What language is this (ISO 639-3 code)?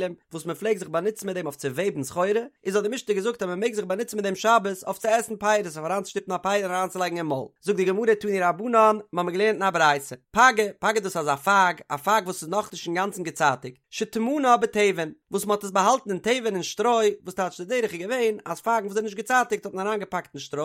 yid